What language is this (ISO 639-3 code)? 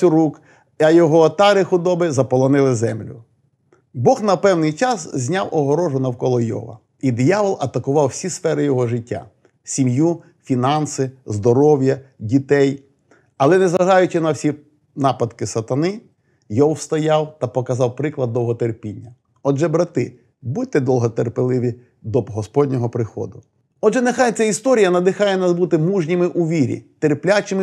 ukr